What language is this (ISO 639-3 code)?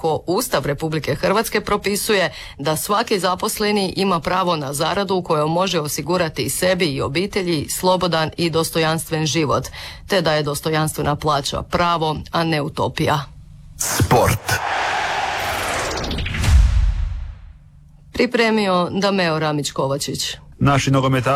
hrv